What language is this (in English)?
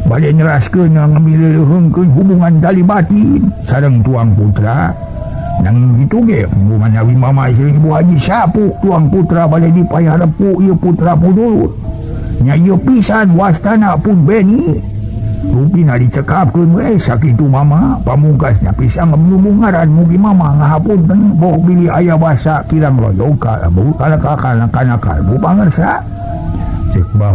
Sundanese